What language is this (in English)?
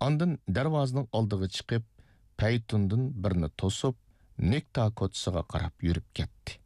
Uyghur